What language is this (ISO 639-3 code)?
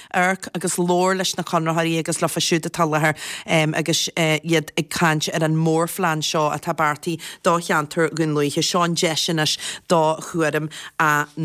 gle